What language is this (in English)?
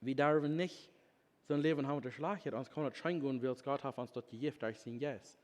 Plautdietsch